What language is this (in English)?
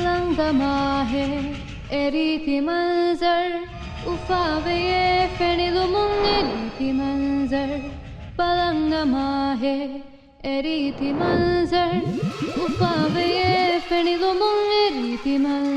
Divehi